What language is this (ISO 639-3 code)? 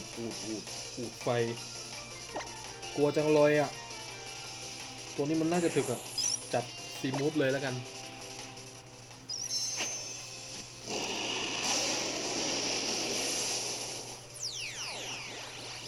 tha